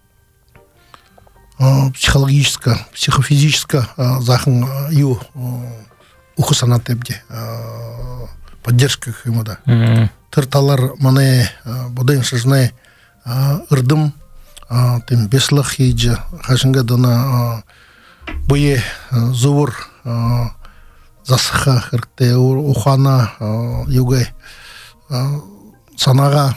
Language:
Buriat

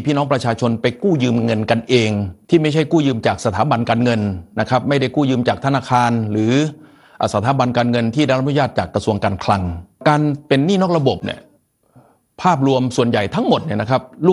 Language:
Thai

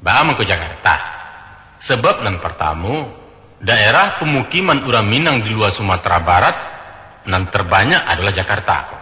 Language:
Minangkabau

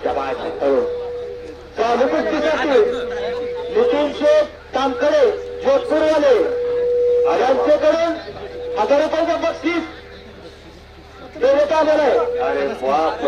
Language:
Marathi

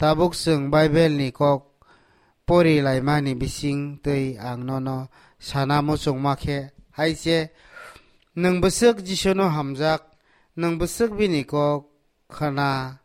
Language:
Kok Borok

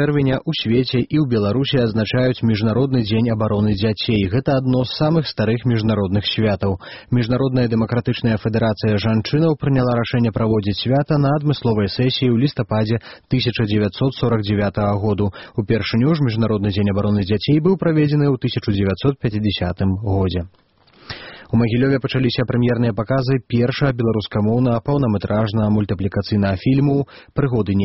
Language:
Belarusian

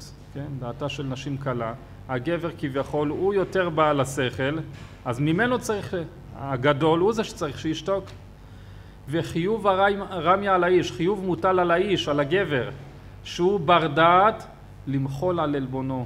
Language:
Hebrew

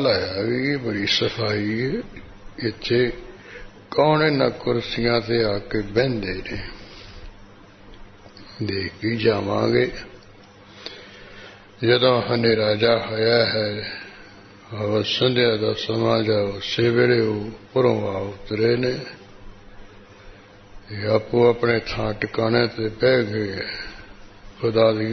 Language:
Punjabi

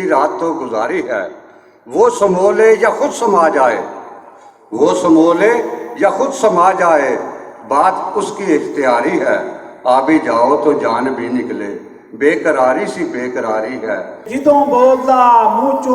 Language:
Western Panjabi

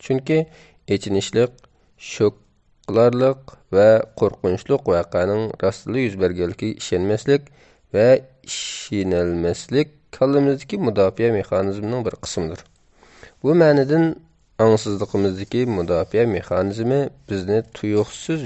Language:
Uyghur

